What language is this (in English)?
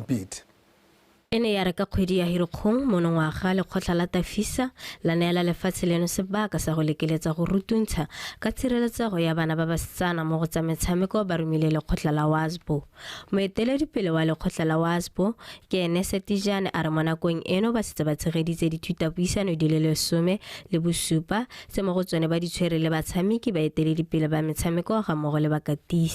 Tswana